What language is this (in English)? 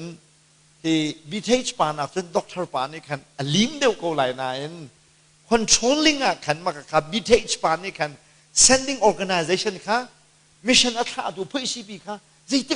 Hakha Chin